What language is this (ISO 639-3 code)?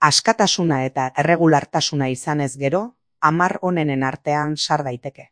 eus